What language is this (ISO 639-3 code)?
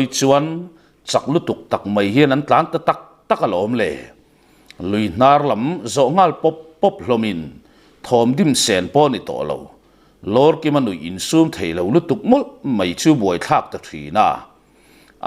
lus